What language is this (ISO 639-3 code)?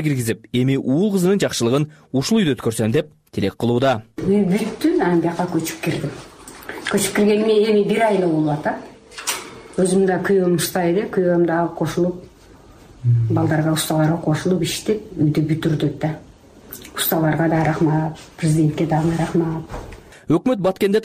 kir